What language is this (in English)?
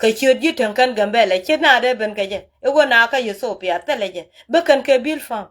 Nuer